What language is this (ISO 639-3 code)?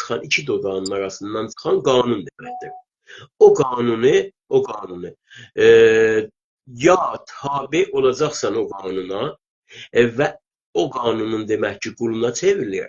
azb